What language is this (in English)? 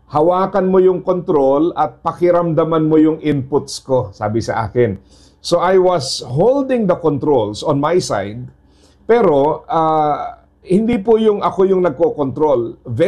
Filipino